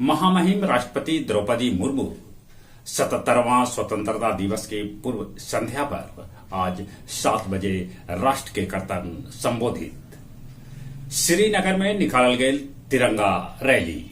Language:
Magahi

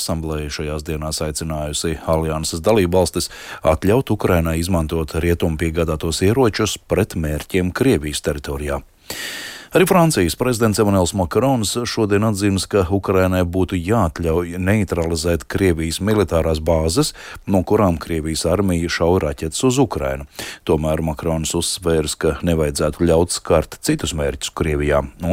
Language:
Latvian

